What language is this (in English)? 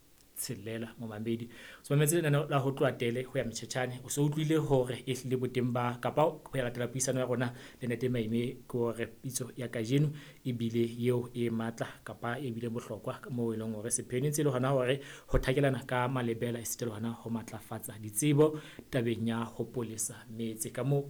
Southern Sotho